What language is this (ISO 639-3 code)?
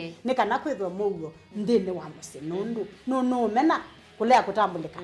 kam